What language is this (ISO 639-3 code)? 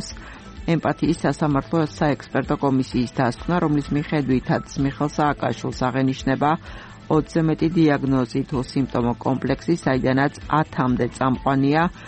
kat